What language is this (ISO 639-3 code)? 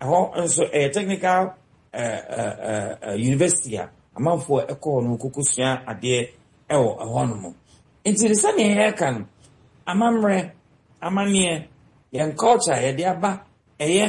aka